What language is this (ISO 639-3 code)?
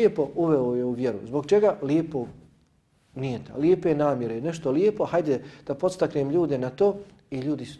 bos